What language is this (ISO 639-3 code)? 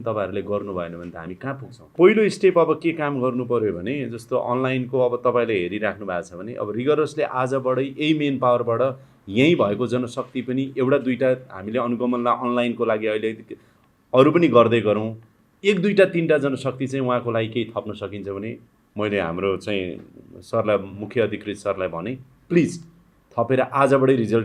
nep